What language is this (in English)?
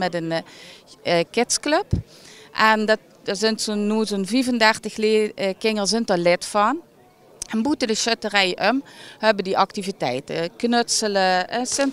Limburgish